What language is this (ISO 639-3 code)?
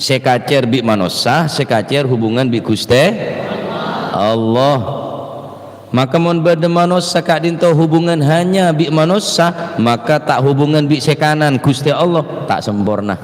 mad